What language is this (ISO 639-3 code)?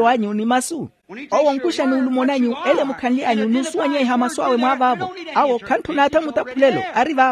vmw